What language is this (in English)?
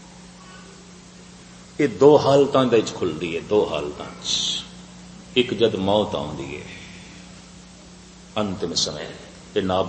Punjabi